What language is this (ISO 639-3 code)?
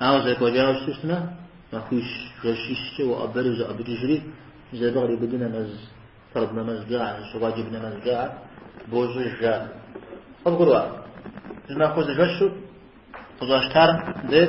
kbd